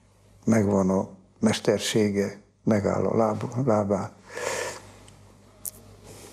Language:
Hungarian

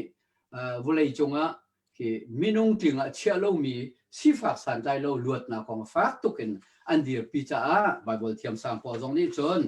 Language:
Hakha Chin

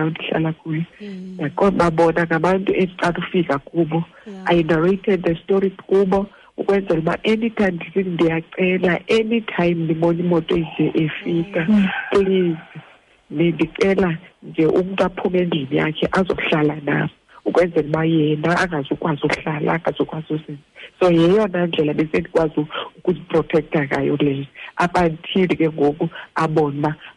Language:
Xhosa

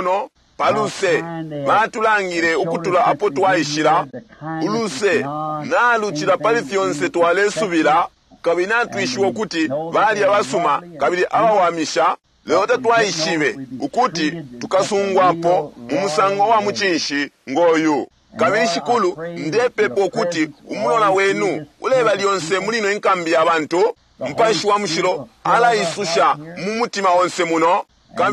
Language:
Bemba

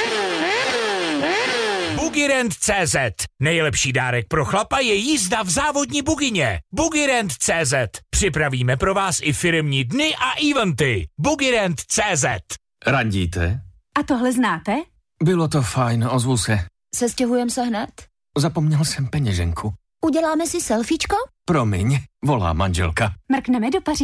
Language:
Czech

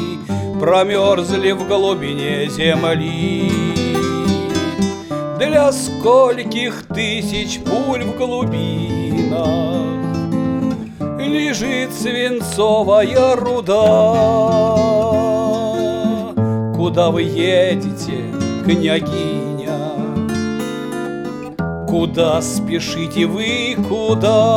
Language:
Russian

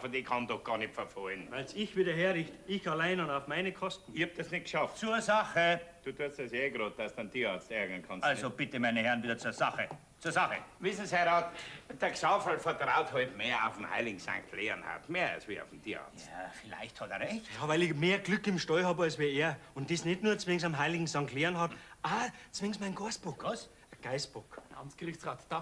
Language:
Bavarian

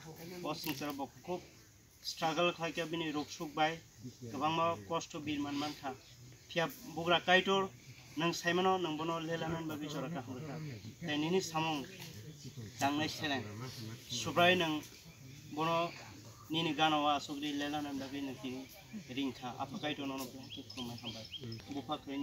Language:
Kok Borok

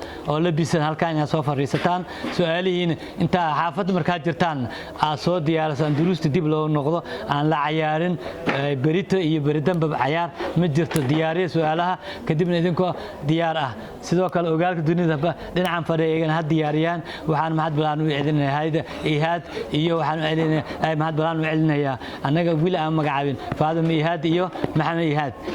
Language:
Somali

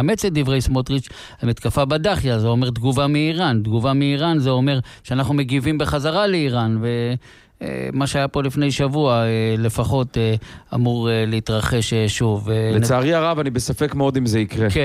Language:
Hebrew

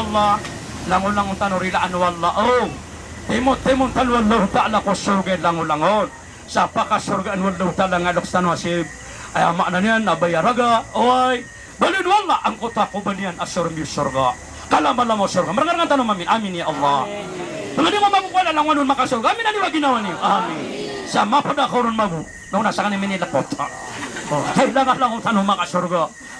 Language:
Maranao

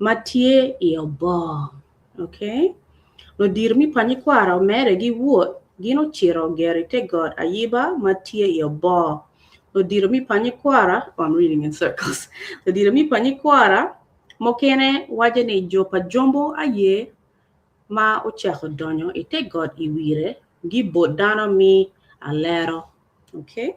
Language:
Acoli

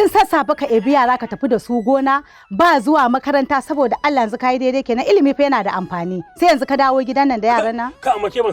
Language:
Hausa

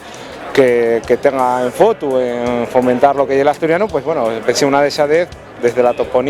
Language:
Asturian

